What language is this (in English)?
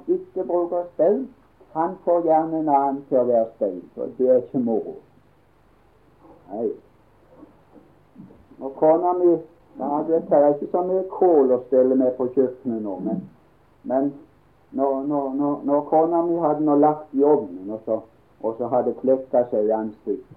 Norwegian